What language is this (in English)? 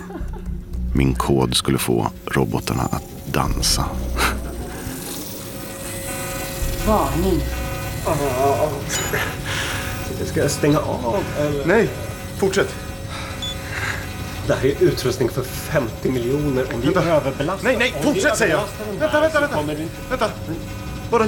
Swedish